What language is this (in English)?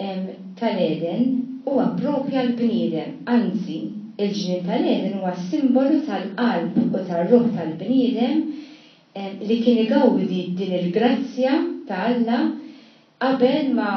Maltese